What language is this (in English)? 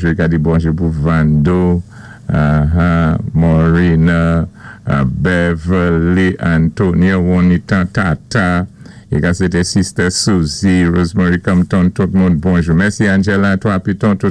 Saint Lucian Creole French